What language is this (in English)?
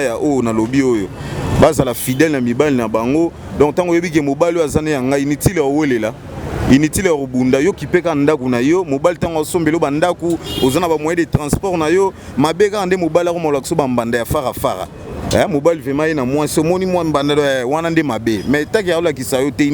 Lingala